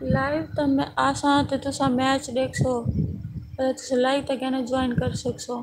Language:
Saraiki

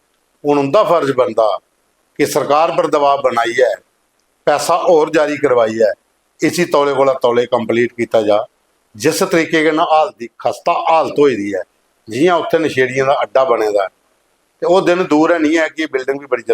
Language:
Dogri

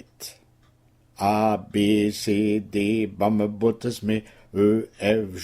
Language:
Breton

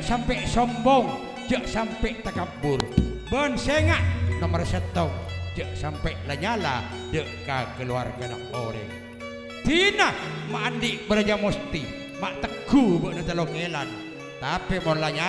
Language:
Madurese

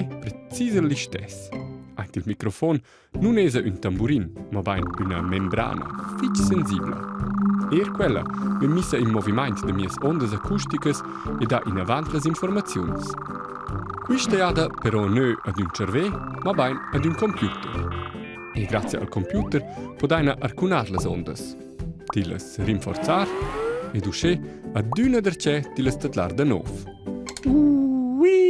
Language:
Romansh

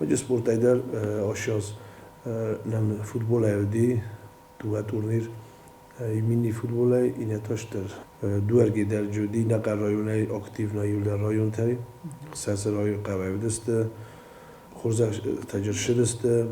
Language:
Ossetic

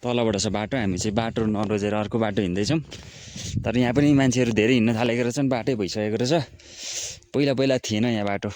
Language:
Nepali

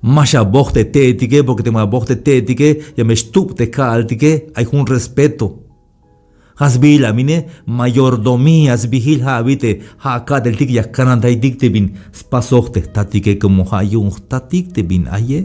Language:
Tzeltal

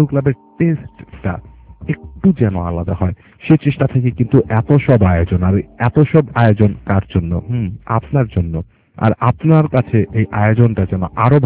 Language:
Bangla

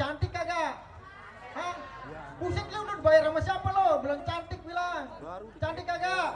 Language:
Betawi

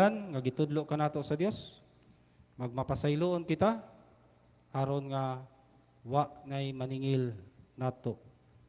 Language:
Cebuano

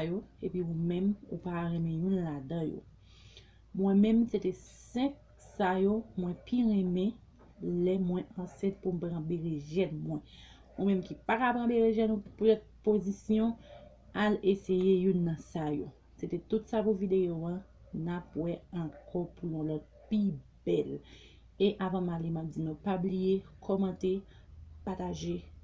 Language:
Haitian Creole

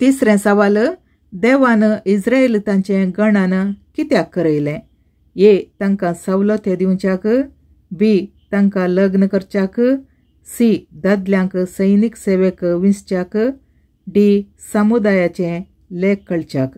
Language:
Konkani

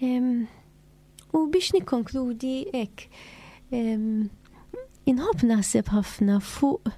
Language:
Maltese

